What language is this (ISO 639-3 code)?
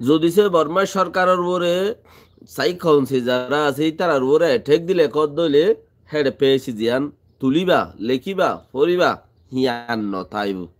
rhg